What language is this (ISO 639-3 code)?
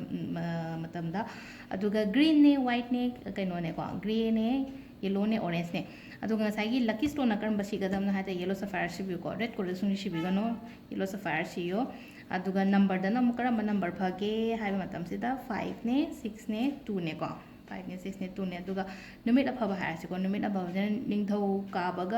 mni